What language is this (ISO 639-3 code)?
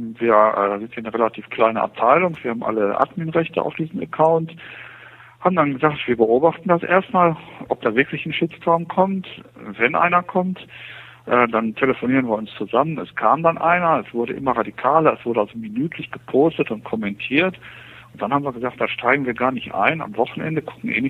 deu